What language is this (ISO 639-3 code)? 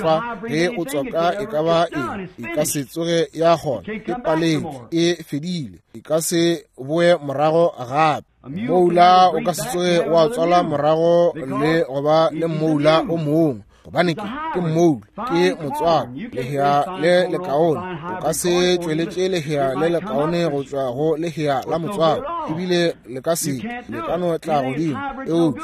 nso